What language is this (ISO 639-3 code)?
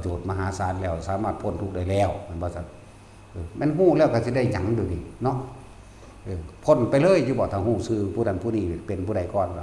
tts